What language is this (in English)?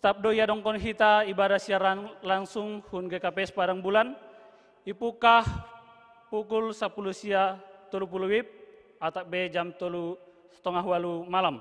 Batak Simalungun